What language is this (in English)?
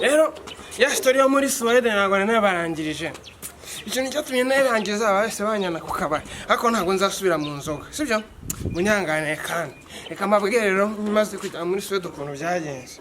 Kinyarwanda